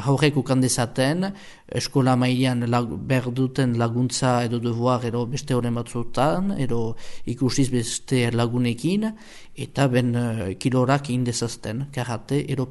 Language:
Basque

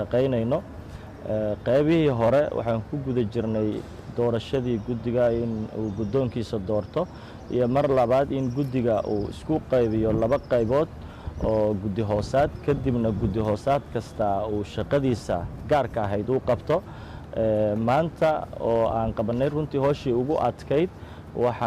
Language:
Somali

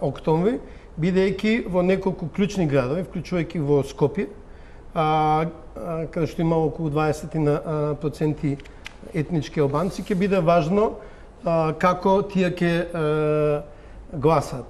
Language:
Macedonian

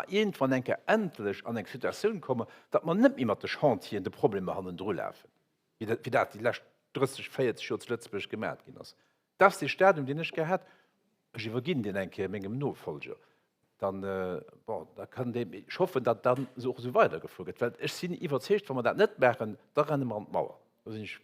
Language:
Luxembourgish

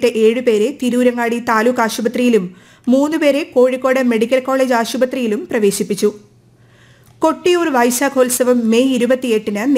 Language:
Malayalam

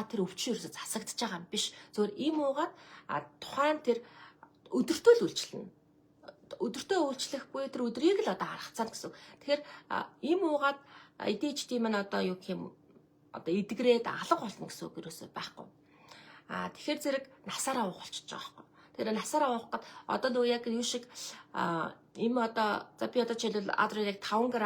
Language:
Mongolian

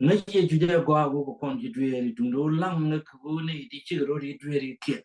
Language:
Nuer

